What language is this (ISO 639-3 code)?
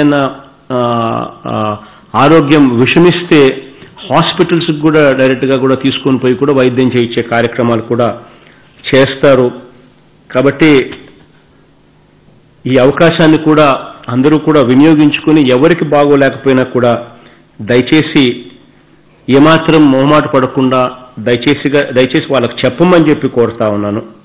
tel